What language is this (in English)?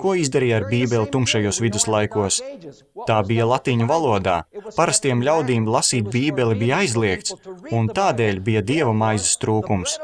Latvian